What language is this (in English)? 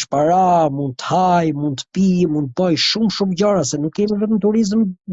Albanian